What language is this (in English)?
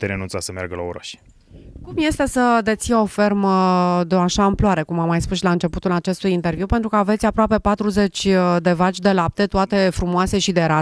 Romanian